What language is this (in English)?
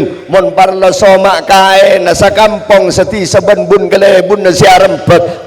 Madurese